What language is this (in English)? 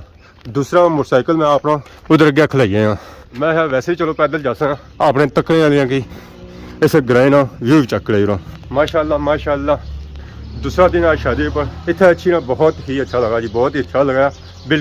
Pahari-Potwari